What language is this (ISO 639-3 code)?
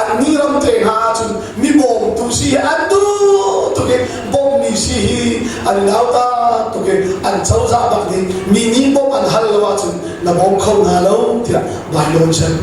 cnh